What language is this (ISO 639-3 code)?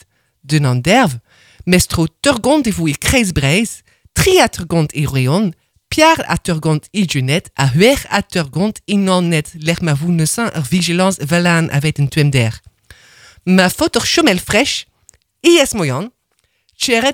bre